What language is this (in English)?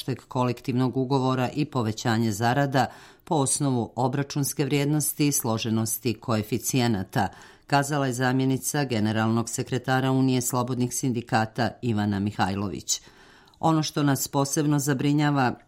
Serbian